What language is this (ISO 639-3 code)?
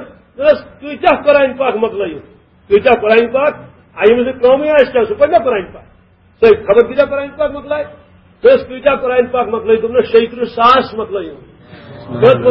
kas